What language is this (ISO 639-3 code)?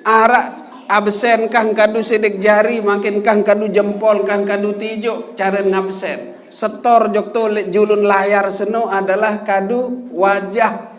sas